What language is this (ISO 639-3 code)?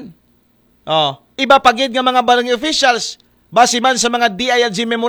akl